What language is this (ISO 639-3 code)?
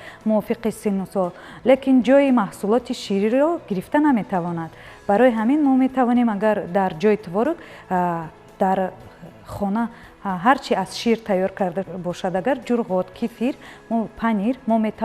tgk